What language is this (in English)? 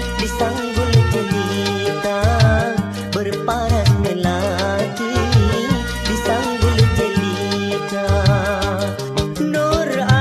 Malay